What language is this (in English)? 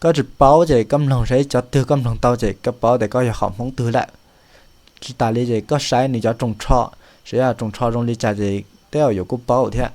Hmong